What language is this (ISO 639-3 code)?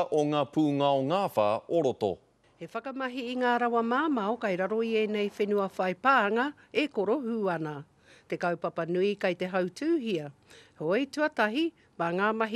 mri